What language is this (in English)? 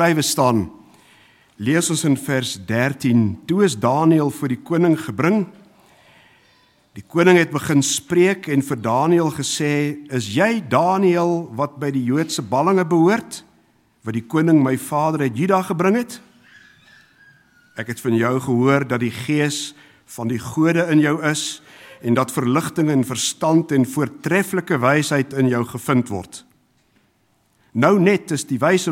Afrikaans